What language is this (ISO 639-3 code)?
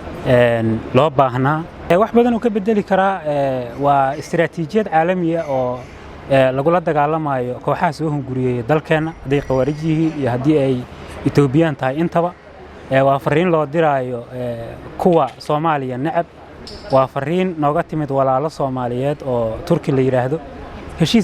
som